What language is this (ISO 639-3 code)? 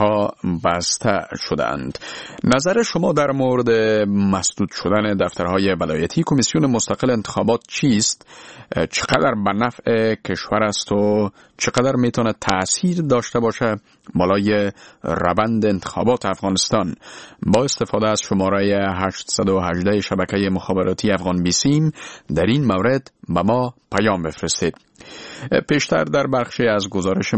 fas